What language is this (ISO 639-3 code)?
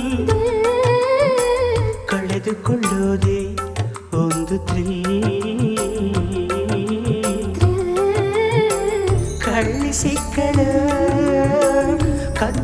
kan